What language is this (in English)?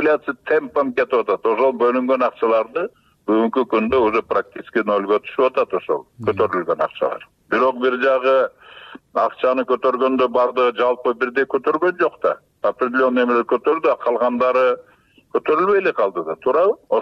Kyrgyz